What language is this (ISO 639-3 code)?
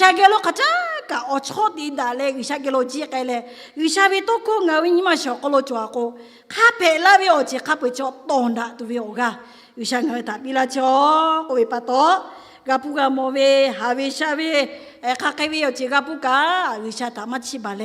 lhu